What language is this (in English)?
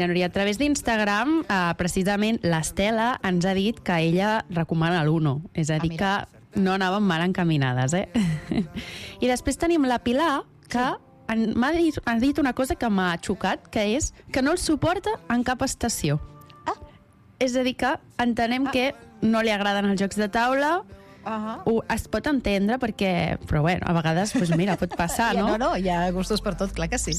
Catalan